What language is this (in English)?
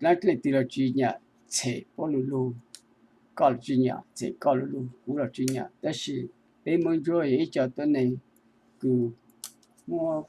Hmong